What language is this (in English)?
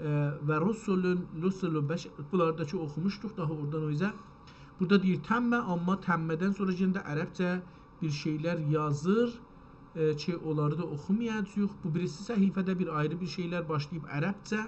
South Azerbaijani